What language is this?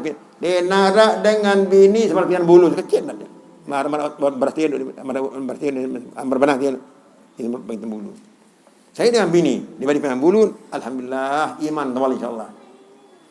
Sasak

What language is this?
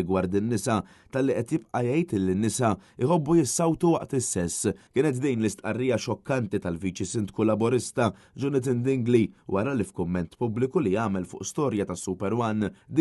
Maltese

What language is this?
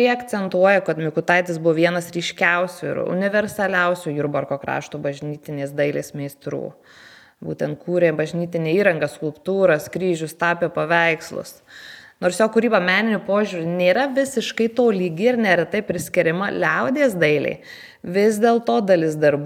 Lithuanian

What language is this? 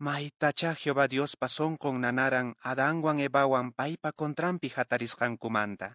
Quechua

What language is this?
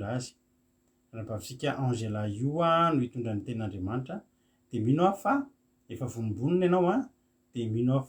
Malagasy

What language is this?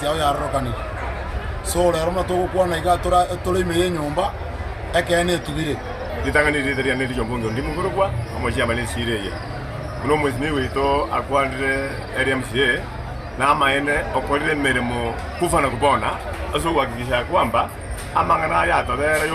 Gusii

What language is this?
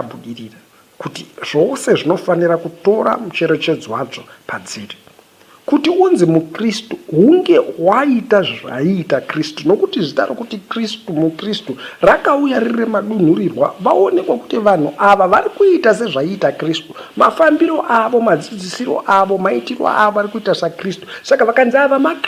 Shona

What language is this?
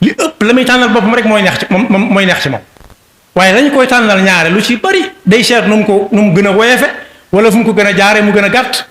Wolof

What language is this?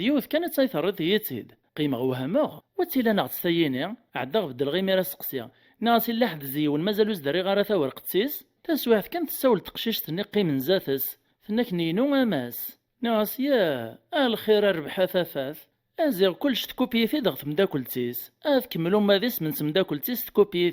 Kabyle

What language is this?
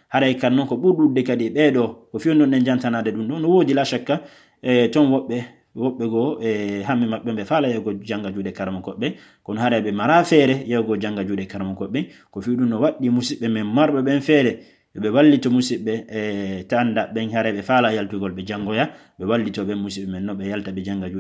Fula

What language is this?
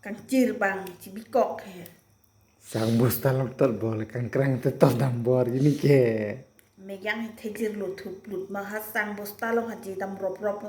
Karbi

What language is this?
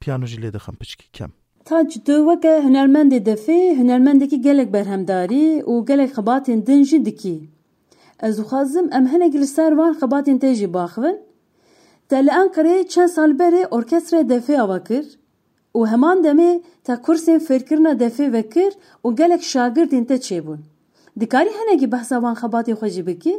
Kurdish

